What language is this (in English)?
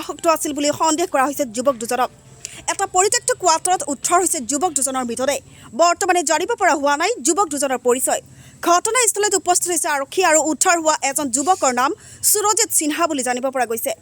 Assamese